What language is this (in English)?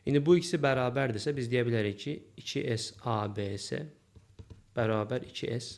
Azerbaijani